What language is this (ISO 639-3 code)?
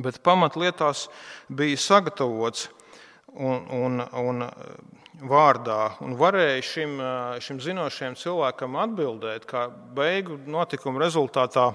lav